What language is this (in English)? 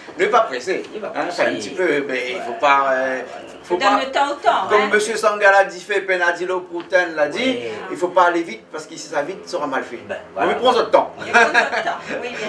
Réunion Creole French